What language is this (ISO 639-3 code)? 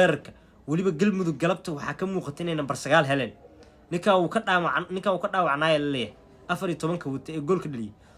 som